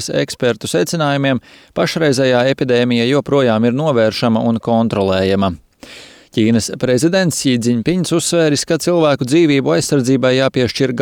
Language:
Latvian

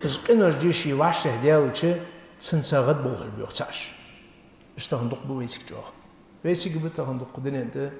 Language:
Ingush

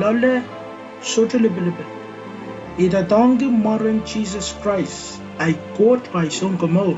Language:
Pohnpeian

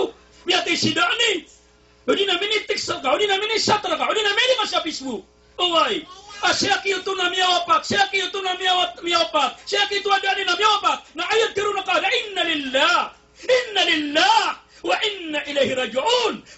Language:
Maranao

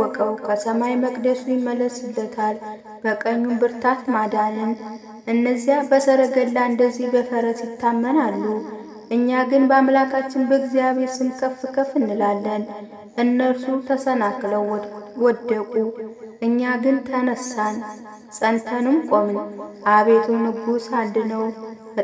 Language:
Amharic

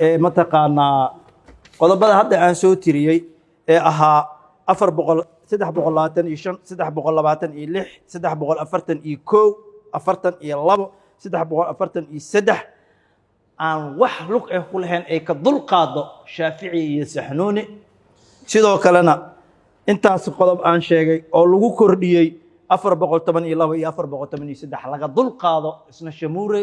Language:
Somali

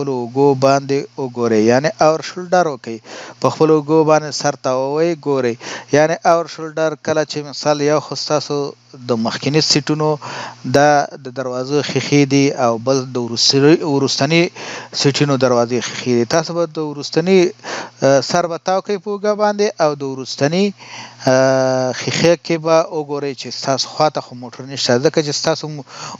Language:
Pashto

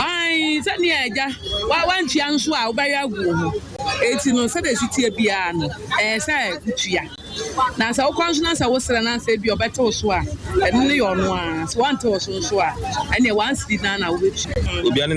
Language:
Akan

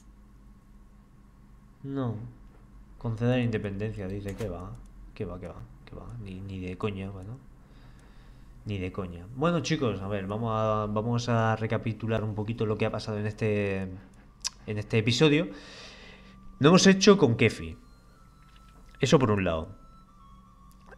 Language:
Spanish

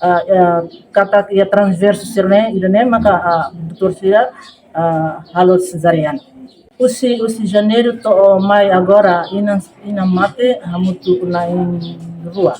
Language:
Tetum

